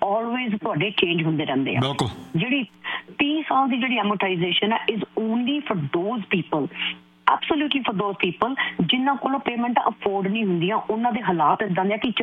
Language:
Punjabi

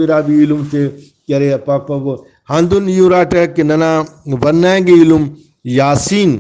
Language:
Brahui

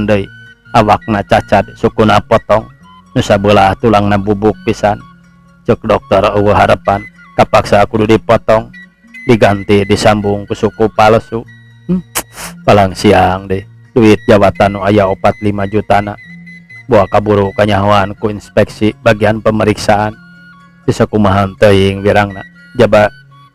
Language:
Sundanese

